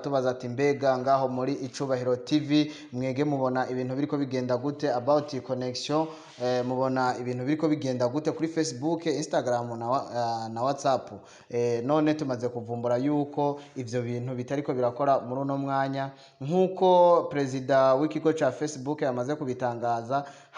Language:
Rundi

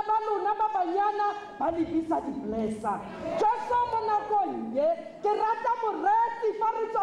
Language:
Tswana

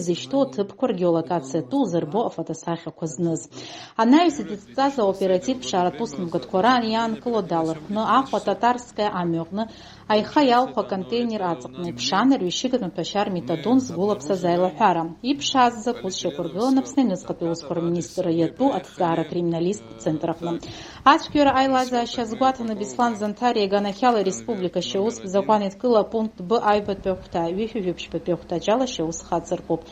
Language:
Abkhazian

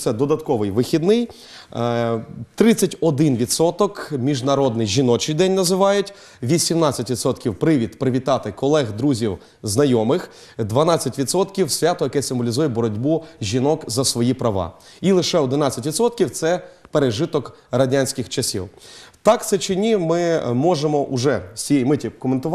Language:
Ukrainian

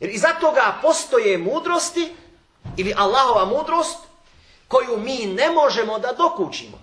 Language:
Bosnian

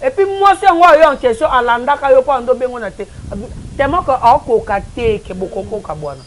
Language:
Lingala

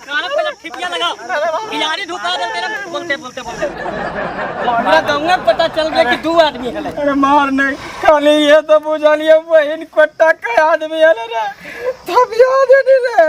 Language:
Magahi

